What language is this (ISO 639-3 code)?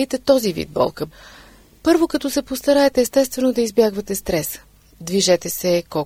bul